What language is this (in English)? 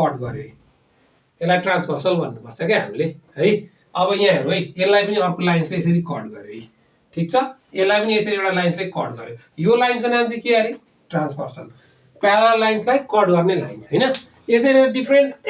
Nepali